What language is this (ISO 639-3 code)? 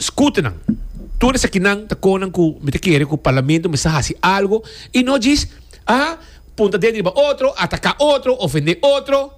pap